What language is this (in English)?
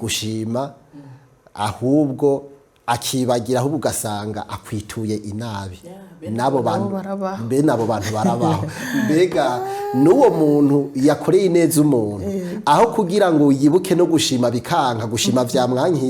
Rundi